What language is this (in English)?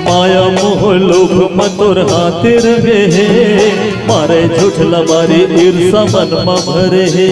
Chhattisgarhi